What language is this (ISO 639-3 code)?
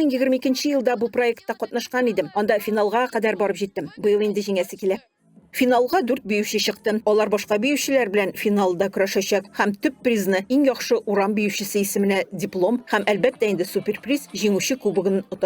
tat